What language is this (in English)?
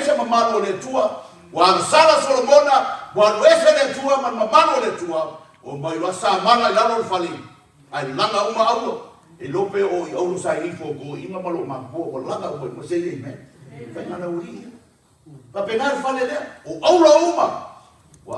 Samoan